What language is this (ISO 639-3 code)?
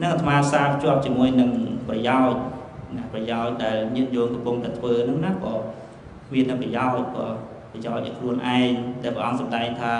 khm